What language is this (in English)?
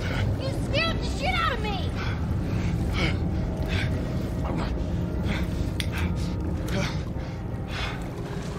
English